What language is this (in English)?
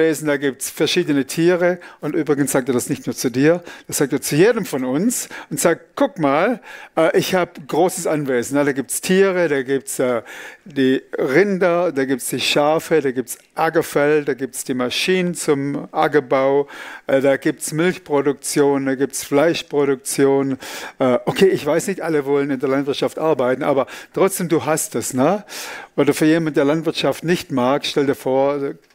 Swiss German